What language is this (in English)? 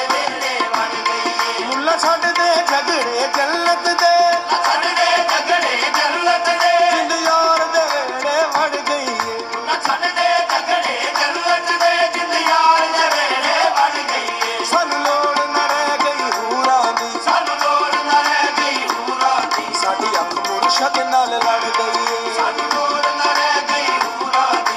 Punjabi